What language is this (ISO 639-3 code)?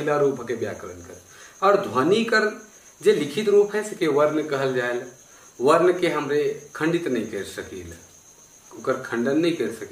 sck